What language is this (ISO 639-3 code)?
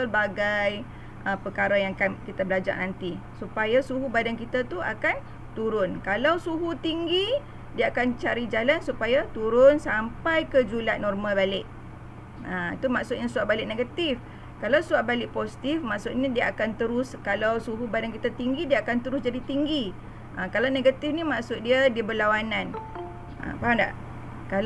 msa